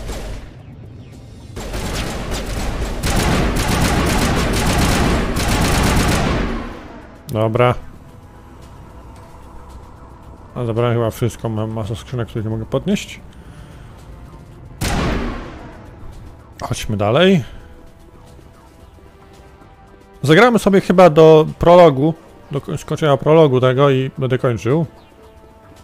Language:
Polish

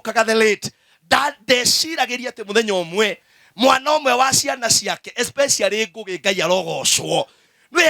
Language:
Kikuyu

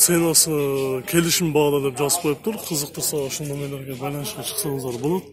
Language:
Kyrgyz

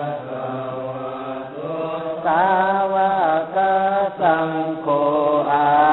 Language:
Pali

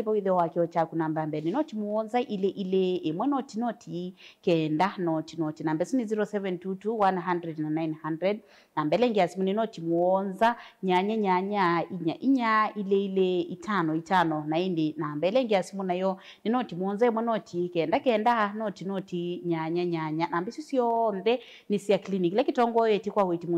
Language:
Kamba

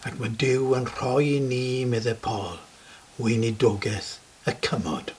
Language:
Welsh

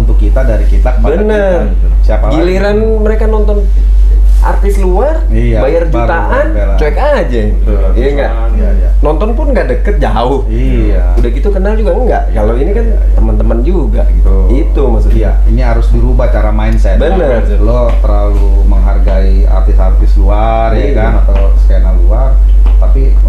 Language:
Indonesian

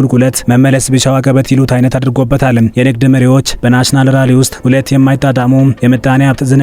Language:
Amharic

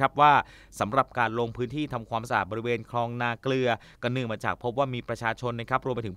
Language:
Thai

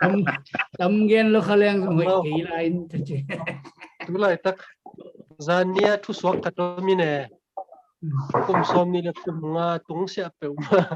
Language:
Tedim Chin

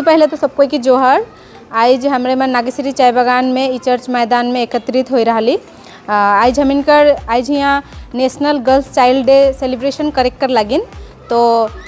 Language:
Sadri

